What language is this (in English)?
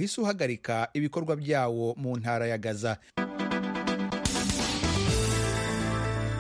Kinyarwanda